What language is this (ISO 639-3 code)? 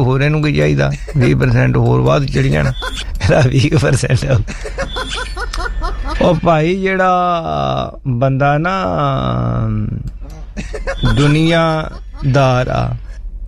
pan